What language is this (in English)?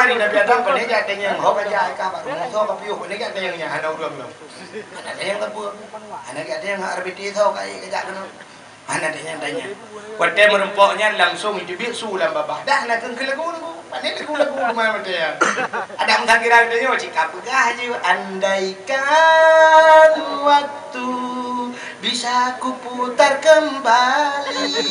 Achinese